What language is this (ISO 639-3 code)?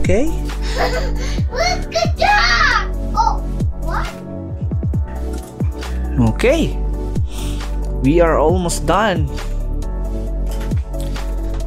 fil